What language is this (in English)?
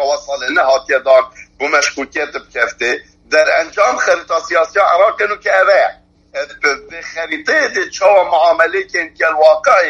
Kurdish